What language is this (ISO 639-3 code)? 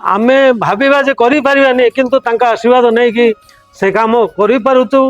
ori